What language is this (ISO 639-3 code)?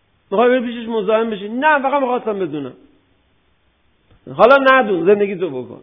fas